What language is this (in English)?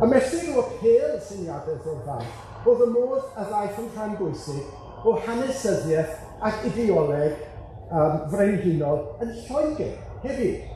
Welsh